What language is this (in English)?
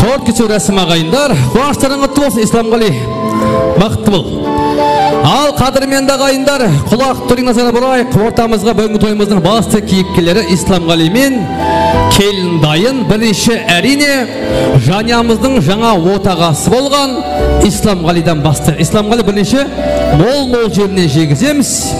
Kara-Kalpak